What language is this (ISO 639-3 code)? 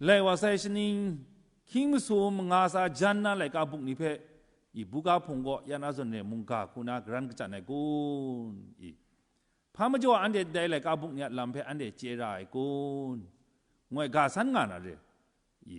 kac